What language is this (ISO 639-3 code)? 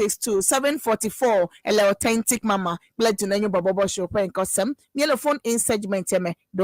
ewe